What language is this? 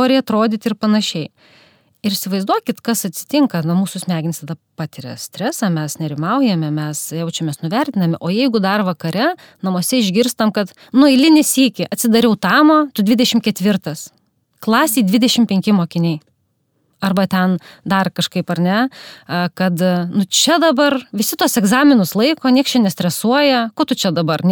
Lithuanian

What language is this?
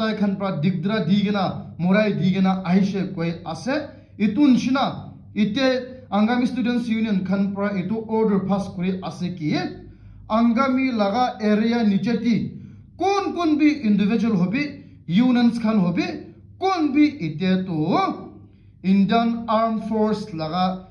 Naga Pidgin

